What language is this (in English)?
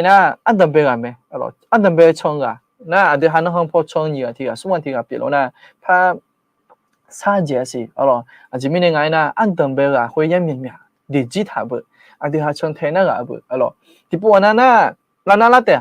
Akha